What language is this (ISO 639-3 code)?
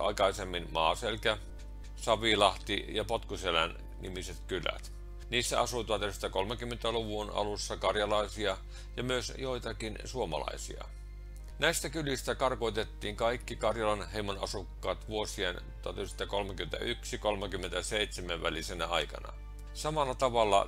fin